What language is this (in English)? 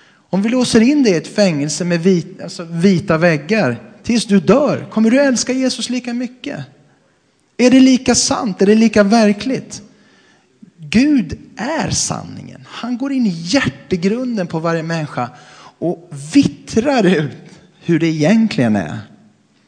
Swedish